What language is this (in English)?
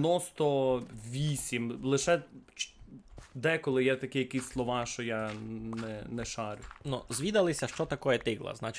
Rusyn